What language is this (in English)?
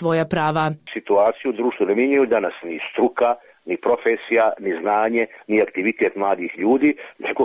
Croatian